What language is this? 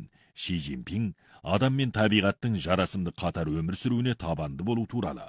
Kazakh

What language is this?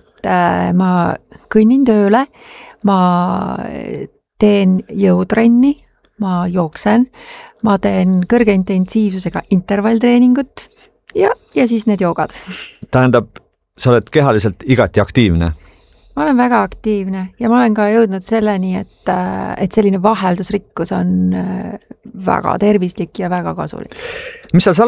Estonian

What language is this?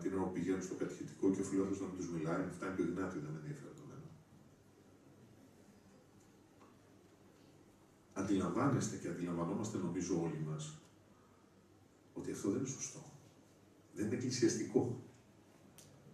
Greek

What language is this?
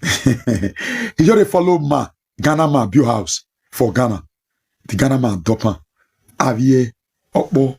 Nigerian Pidgin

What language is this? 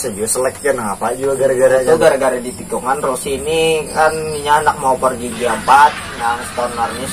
Banjar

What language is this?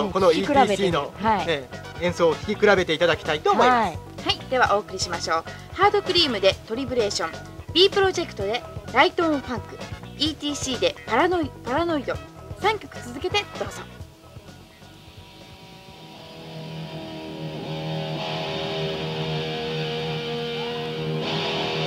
Japanese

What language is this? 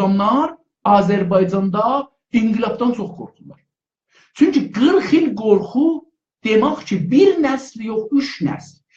South Azerbaijani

